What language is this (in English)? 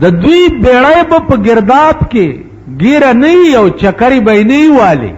Pashto